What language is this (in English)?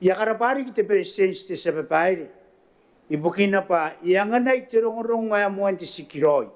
Gilbertese